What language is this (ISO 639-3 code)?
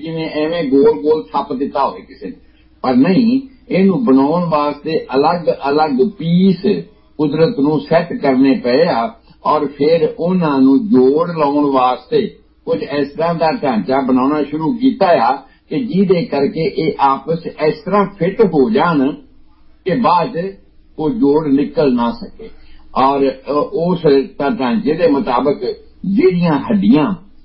pan